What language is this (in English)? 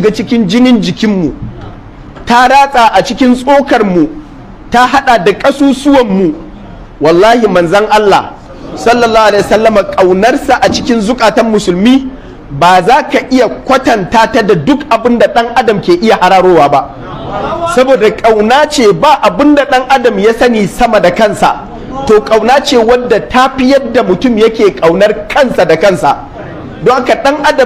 Hausa